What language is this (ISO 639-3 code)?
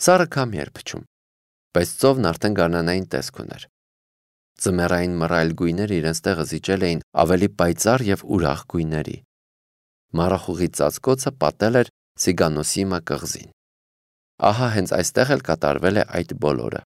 hye